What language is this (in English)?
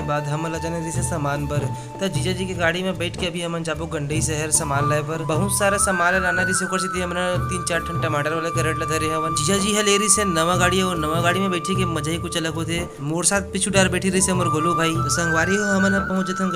Chhattisgarhi